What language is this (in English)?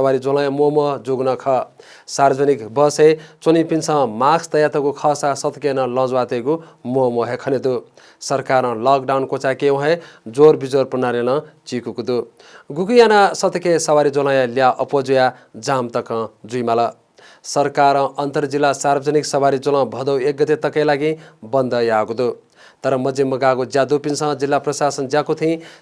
Newari